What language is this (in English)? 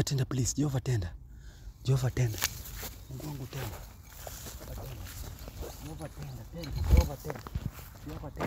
Swahili